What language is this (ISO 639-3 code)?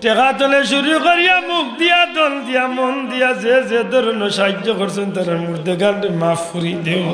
syl